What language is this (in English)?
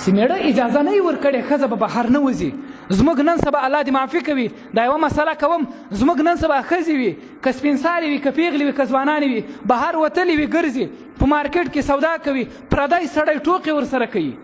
Pashto